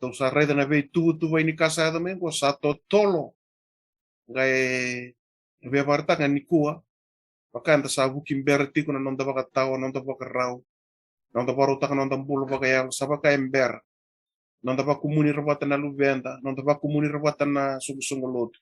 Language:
Fijian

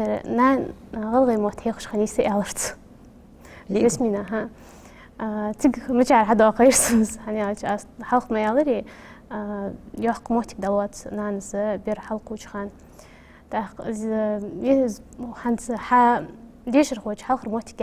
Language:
Ingush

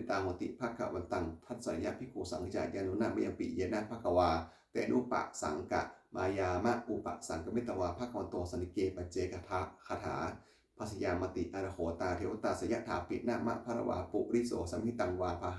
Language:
Pali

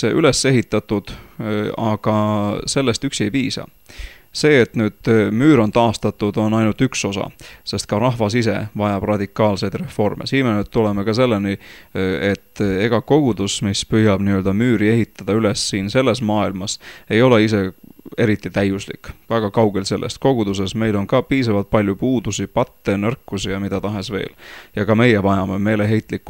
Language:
Estonian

